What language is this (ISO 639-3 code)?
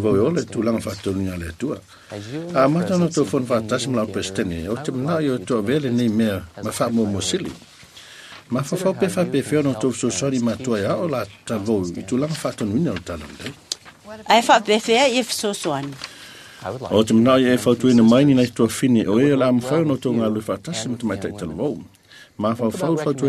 smo